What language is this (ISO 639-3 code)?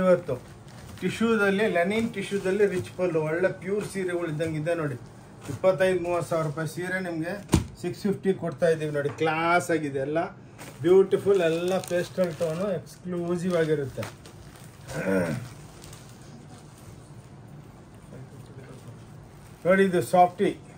kan